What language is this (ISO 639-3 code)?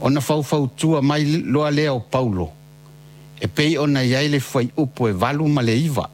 smo